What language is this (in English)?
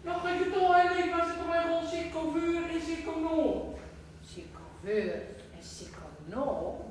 Gronings